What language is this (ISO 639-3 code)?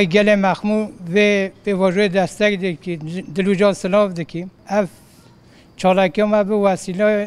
kur